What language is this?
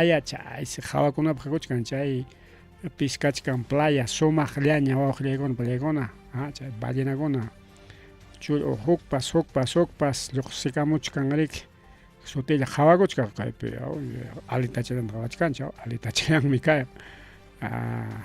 Ayacucho Quechua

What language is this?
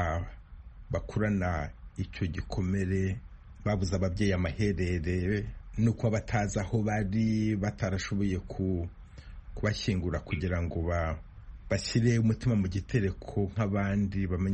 Kinyarwanda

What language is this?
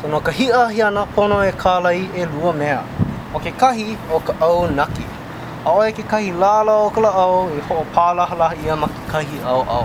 Hawaiian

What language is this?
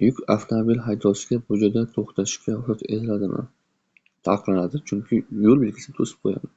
Uzbek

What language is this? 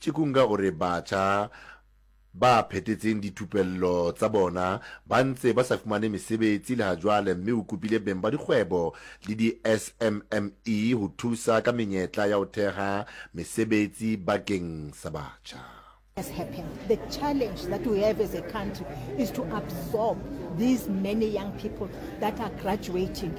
Southern Sotho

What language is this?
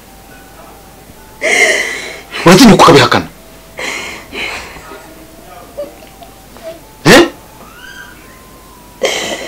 Kinyarwanda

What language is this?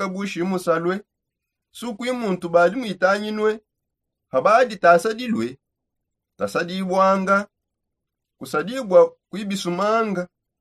Songe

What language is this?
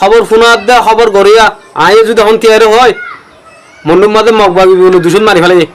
Rohingya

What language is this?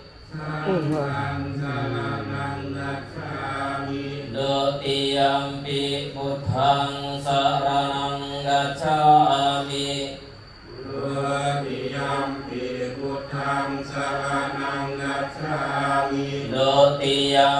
Northeastern Thai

